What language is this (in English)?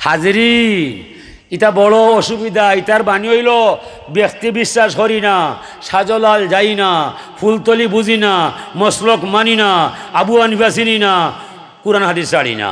Sylheti